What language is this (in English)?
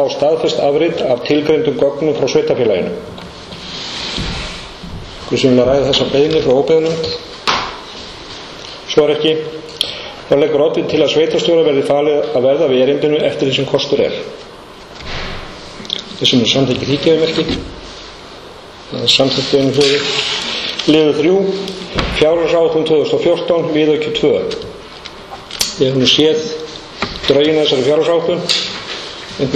Icelandic